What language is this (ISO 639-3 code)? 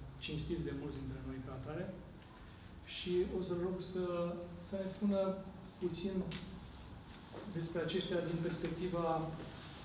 ron